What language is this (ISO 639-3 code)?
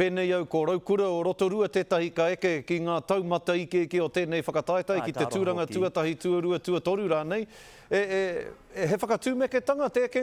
mri